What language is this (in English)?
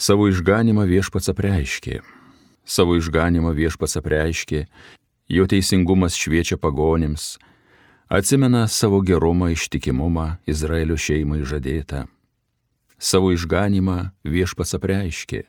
Lithuanian